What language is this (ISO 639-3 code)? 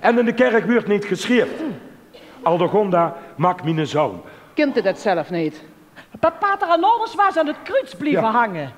lim